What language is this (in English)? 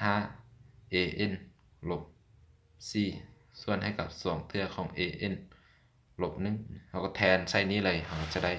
Lao